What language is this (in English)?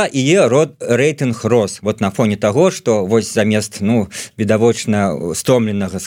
Belarusian